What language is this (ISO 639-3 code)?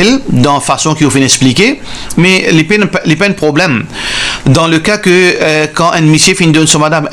mfe